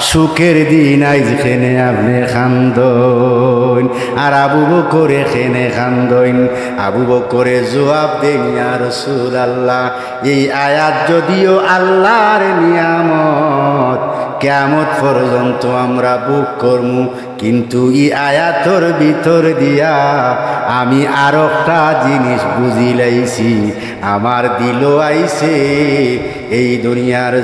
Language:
Sylheti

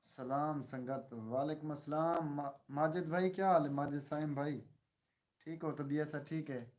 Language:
Saraiki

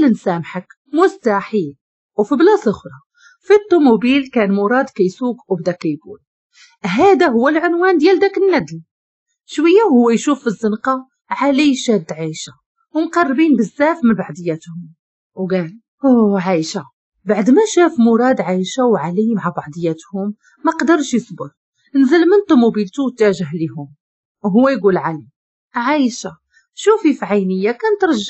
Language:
Moroccan Arabic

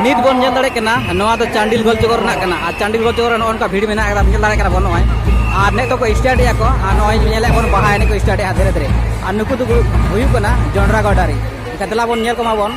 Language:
Santali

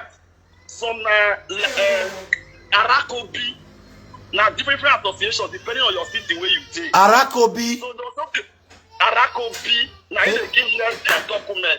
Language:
Nigerian Pidgin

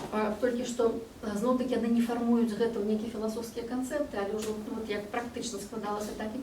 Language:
Belarusian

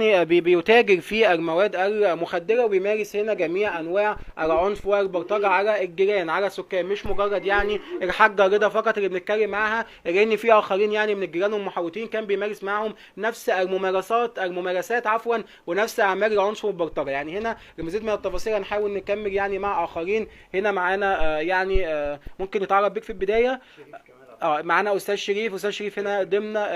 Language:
Egyptian Arabic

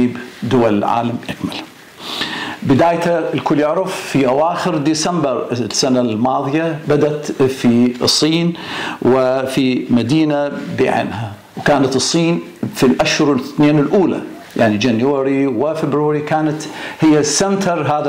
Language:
Arabic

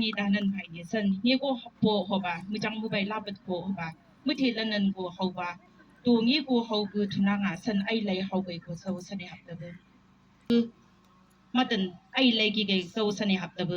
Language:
Chang Naga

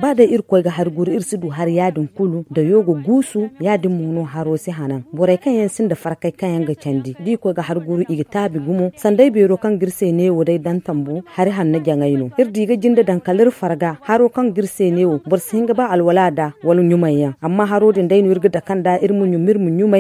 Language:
Zarma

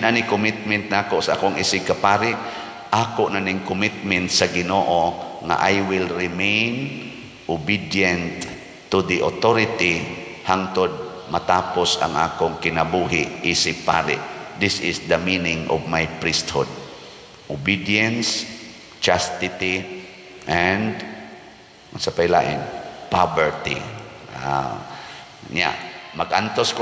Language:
Cebuano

